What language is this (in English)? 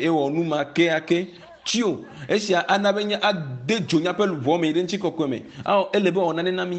Ewe